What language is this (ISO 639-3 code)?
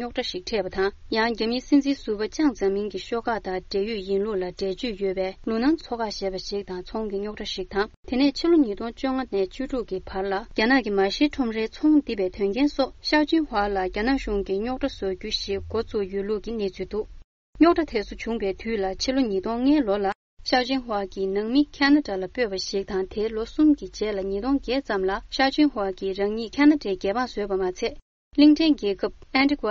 bod